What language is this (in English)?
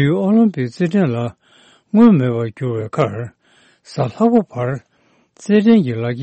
Tibetan